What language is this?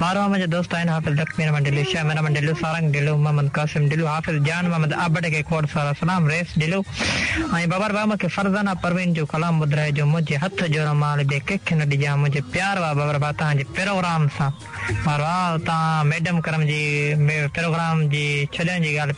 Sindhi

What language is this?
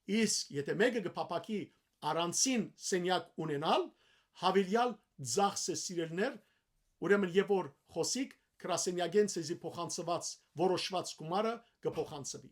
Western Armenian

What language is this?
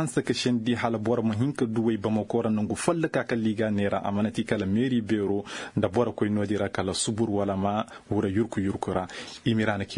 Koyraboro Senni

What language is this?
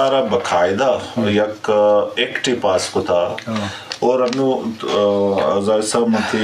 Eastern Balochi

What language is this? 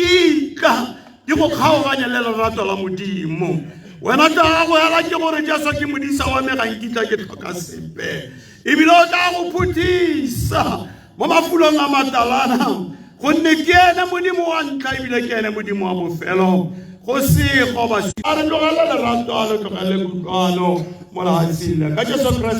Tswana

